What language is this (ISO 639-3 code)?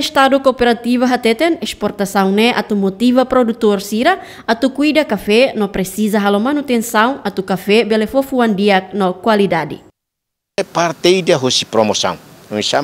tet